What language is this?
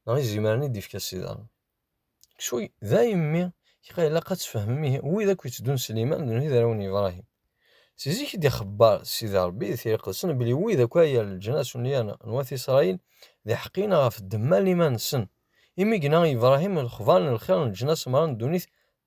Kabyle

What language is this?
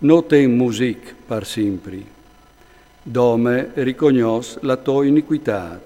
Friulian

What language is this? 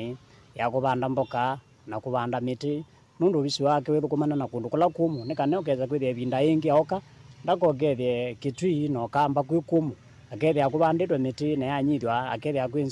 Kamba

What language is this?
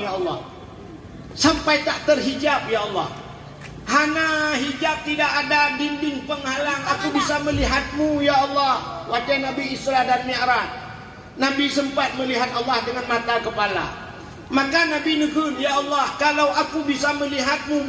Achinese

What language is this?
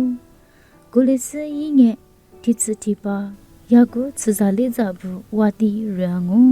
Lisu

